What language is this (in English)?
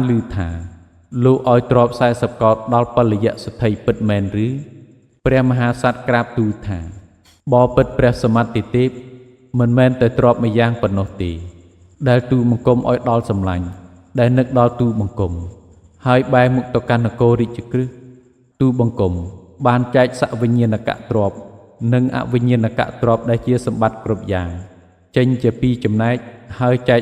Khmer